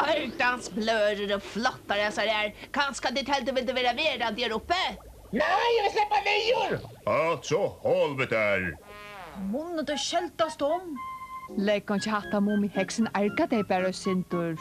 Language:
Faroese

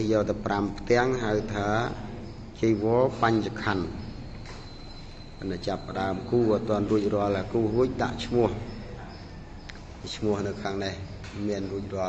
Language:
Khmer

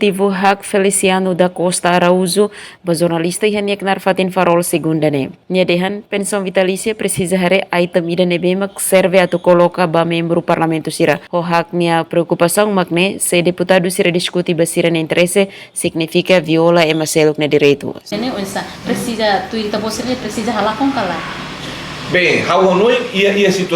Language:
Tetum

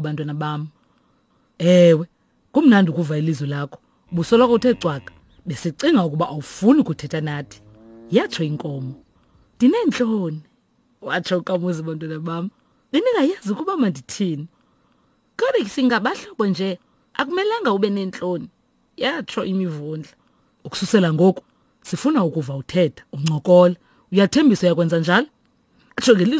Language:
Xhosa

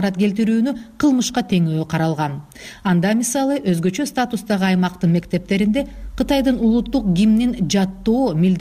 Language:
Kyrgyz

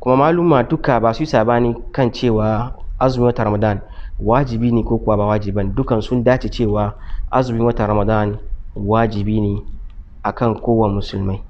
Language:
Hausa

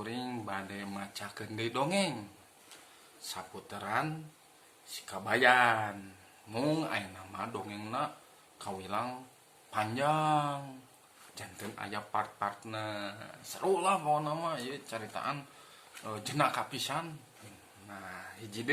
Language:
Sundanese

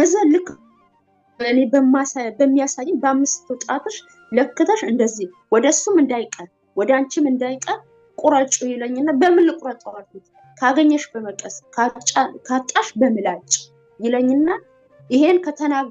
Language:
Amharic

